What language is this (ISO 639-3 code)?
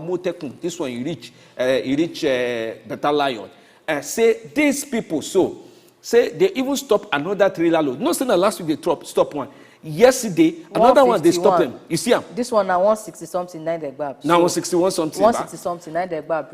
pcm